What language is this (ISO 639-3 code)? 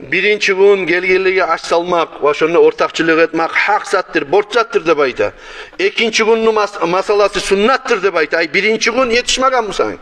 kum